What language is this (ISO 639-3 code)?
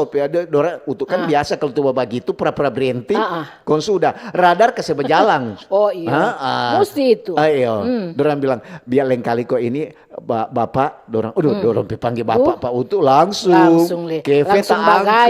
xmm